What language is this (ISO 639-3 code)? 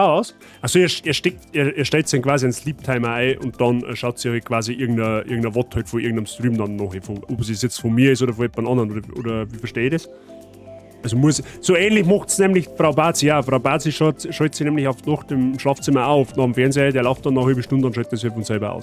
bar